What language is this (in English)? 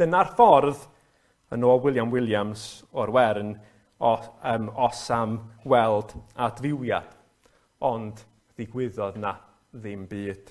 Welsh